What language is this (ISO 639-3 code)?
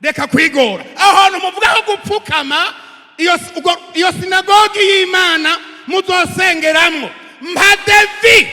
run